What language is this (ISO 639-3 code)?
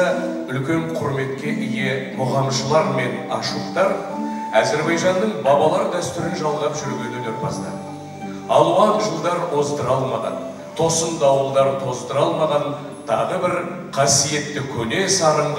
kaz